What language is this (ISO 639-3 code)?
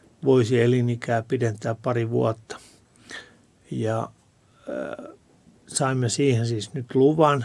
fin